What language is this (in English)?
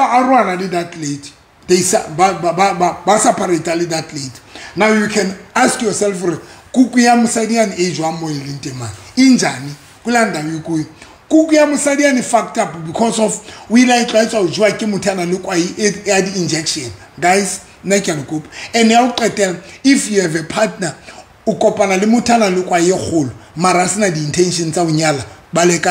Southern Sotho